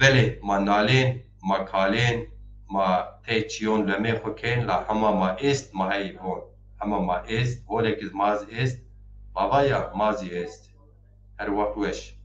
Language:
Zaza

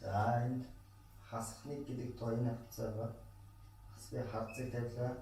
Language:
Mongolian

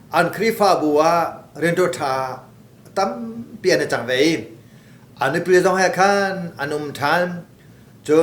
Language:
Hakha Chin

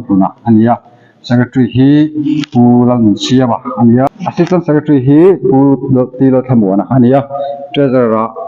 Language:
Mizo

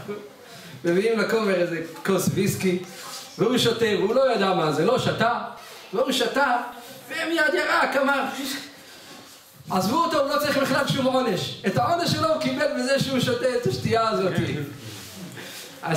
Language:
Hebrew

